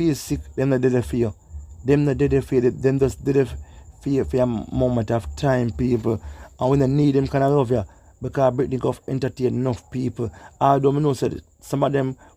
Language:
Jamaican Creole English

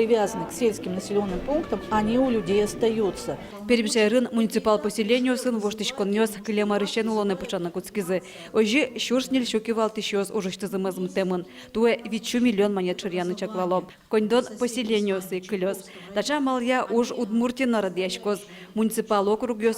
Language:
Udmurt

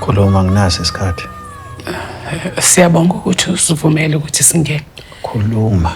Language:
Zulu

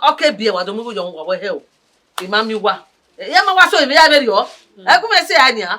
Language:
Bini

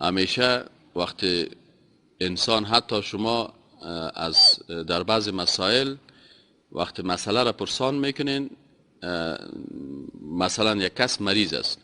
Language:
Persian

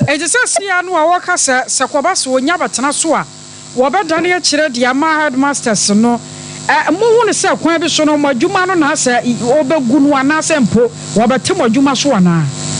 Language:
Akan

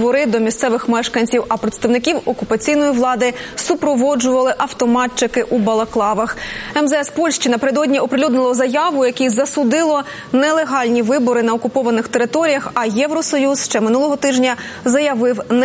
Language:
Ukrainian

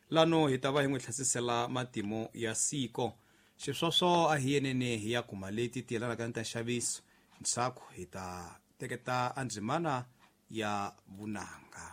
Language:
Tsonga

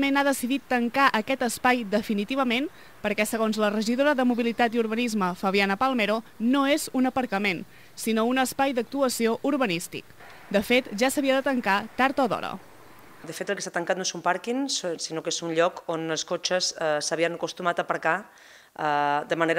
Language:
Catalan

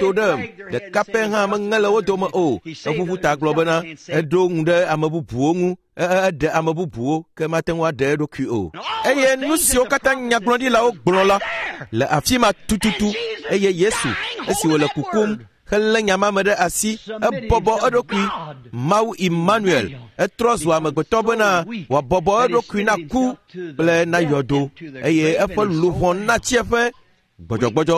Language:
Ewe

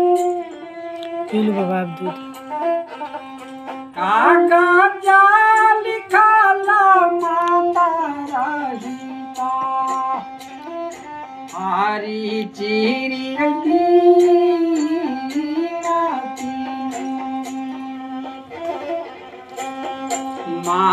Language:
Bhojpuri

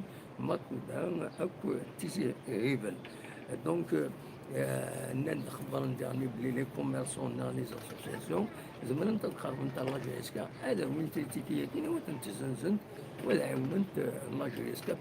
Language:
Kabyle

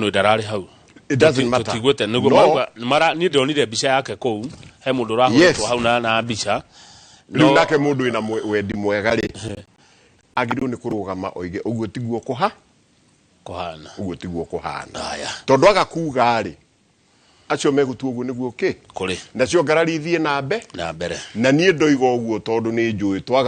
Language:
Kikuyu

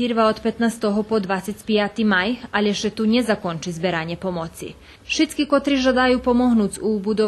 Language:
Rusyn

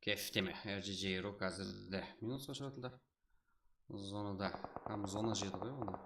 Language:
Kara-Kalpak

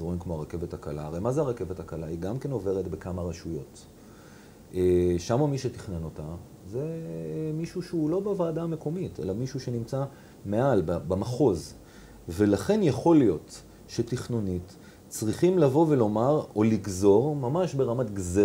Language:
Hebrew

